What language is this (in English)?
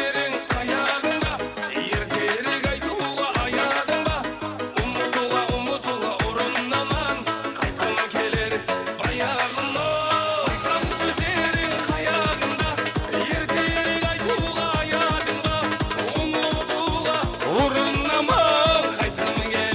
Kara-Kalpak